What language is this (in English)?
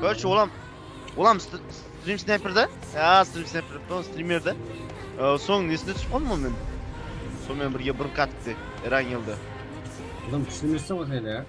Kara-Kalpak